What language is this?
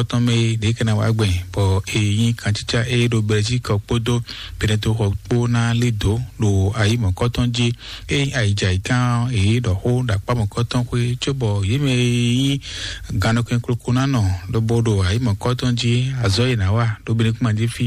Fon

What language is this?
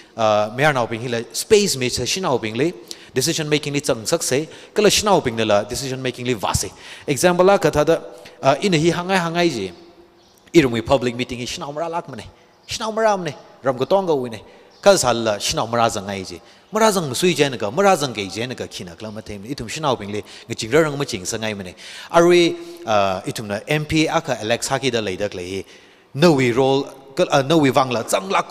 Tangkhul Naga (India)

